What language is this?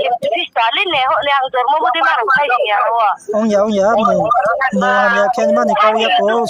Riang (India)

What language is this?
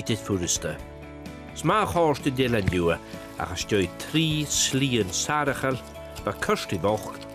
Scottish Gaelic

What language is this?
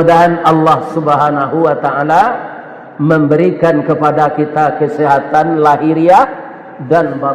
Minangkabau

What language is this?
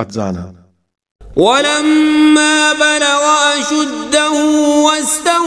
Kashmiri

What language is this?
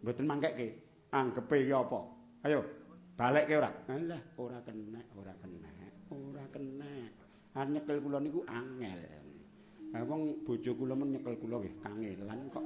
Javanese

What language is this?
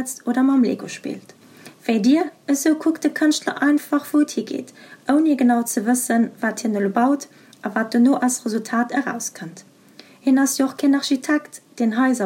Luxembourgish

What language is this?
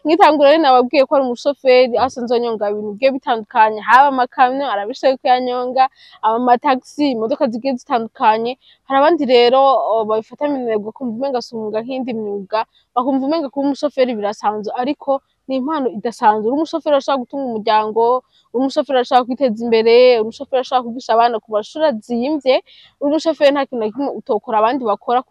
Rundi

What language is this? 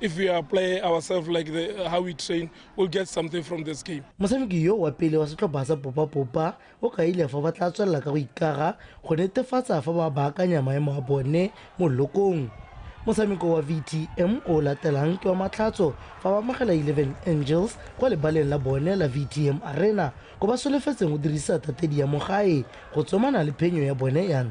Tswana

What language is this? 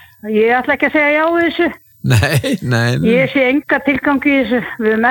Icelandic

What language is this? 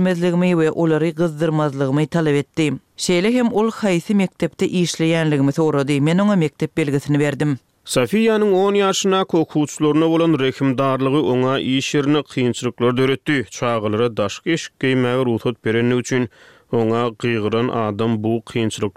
Turkmen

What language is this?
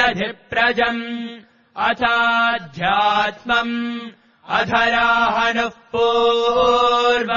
Sanskrit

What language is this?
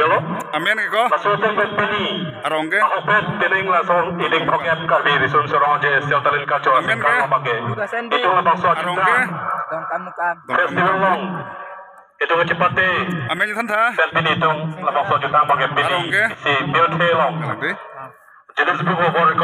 Karbi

